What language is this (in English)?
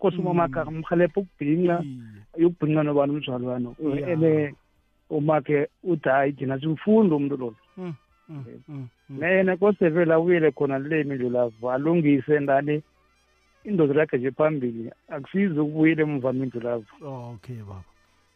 South Ndebele